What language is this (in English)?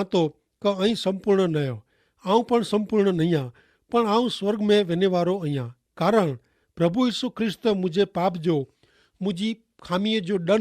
Kachhi